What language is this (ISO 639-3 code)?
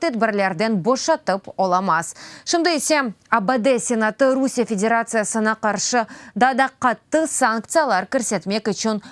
crh